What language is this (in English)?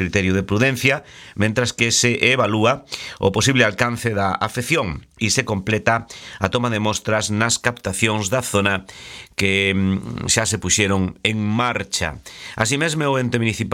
Galician